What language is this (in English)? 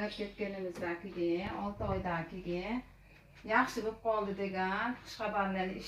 Uzbek